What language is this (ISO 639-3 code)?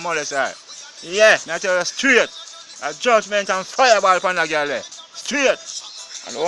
jam